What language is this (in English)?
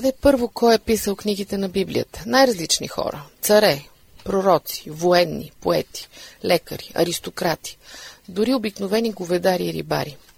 Bulgarian